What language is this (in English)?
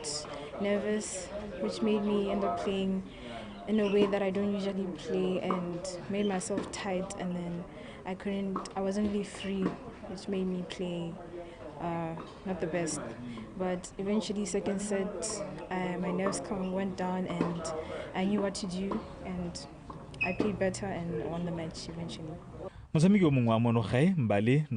Tswana